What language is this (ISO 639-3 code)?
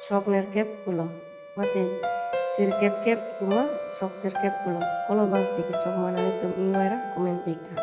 mjw